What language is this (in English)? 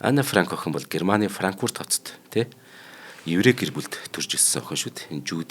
Mongolian